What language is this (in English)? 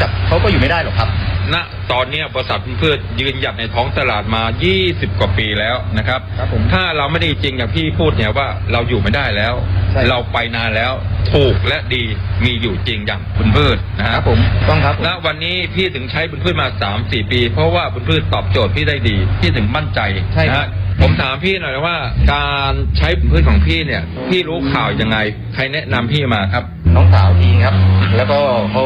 Thai